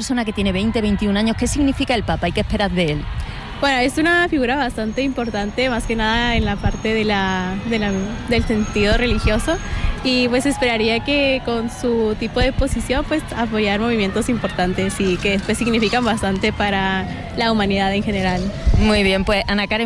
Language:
Spanish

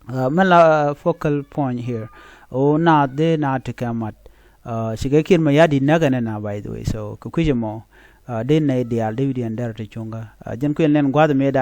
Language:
Nuer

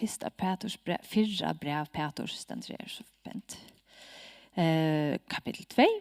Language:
Faroese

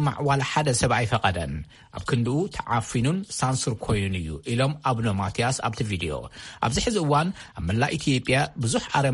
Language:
Tigrinya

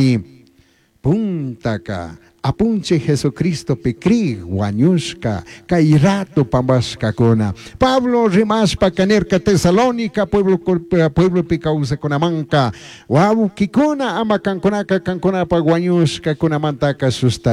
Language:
Chimborazo Highland Quichua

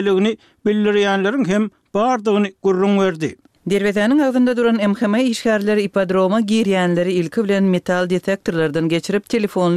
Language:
Turkmen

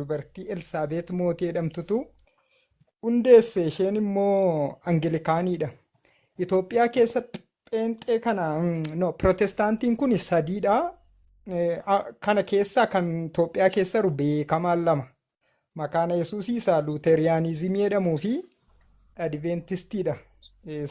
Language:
Oromo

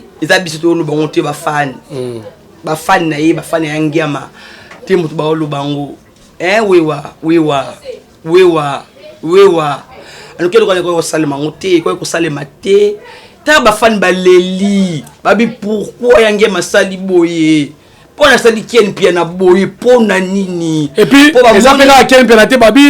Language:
Lingala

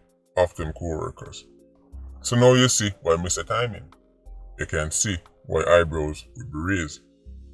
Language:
Jamaican Creole English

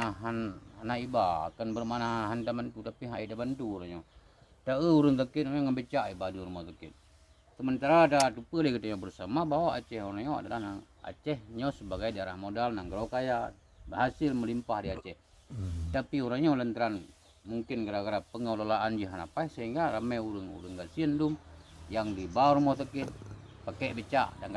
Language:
Achinese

